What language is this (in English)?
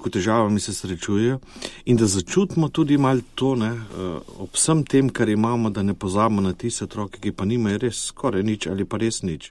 Slovenian